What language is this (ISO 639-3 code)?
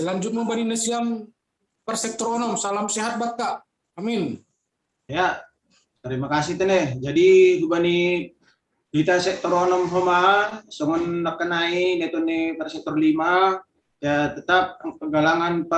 bts